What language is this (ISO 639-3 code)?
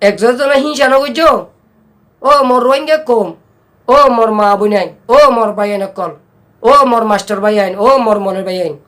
rhg